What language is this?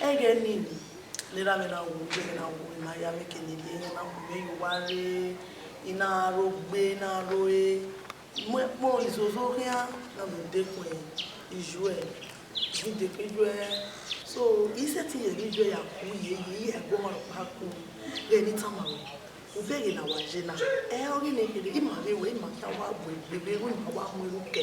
Bini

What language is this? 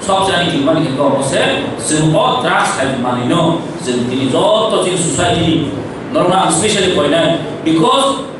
Kok Borok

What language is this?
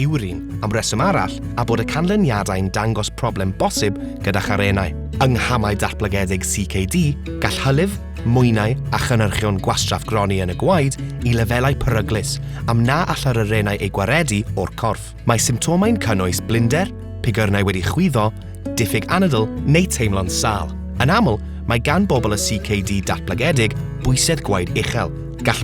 Welsh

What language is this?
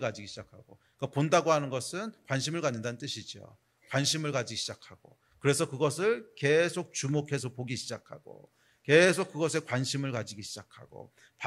Korean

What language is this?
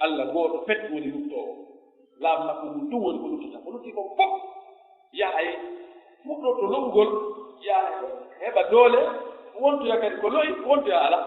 Pular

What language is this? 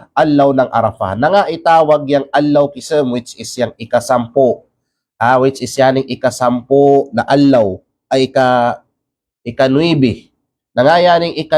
Kalagan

